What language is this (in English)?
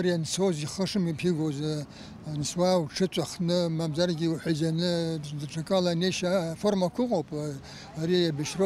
Abkhazian